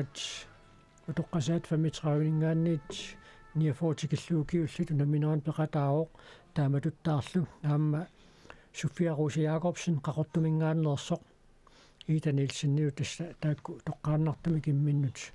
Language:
Kalaallisut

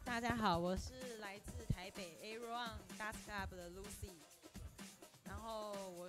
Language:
Chinese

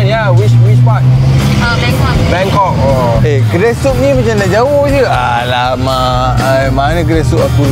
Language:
Malay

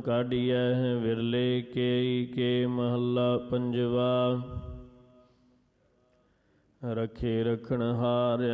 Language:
Punjabi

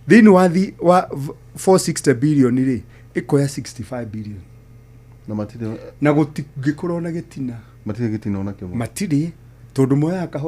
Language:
Kikuyu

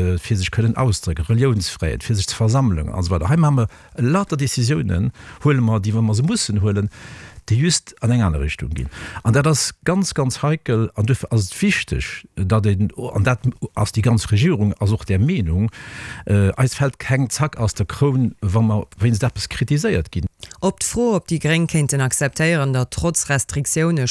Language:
Luxembourgish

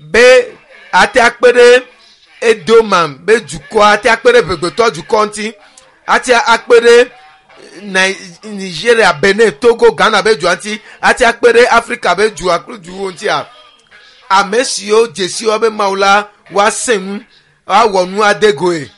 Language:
Ewe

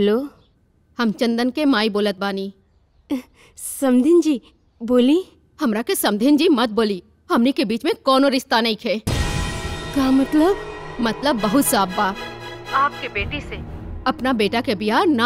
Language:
Bhojpuri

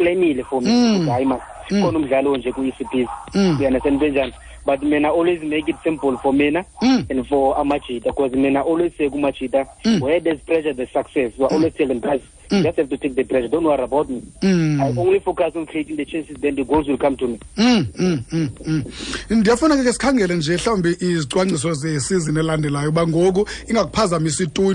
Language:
Xhosa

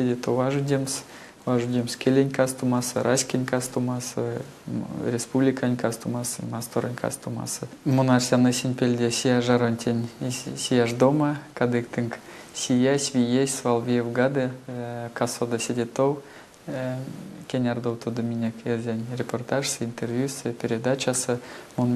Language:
Erzya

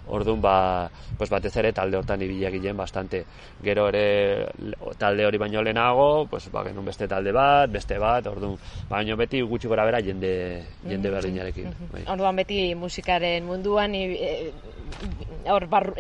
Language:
Basque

